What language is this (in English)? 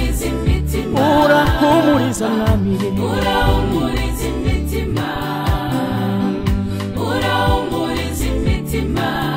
Kinyarwanda